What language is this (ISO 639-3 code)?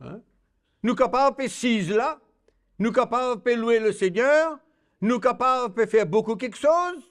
mfe